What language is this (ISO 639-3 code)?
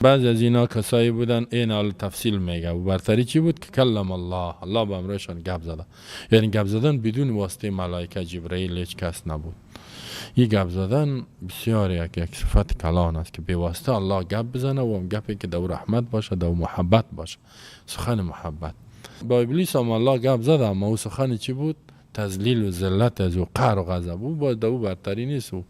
fas